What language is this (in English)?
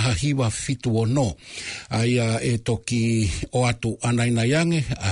Tongan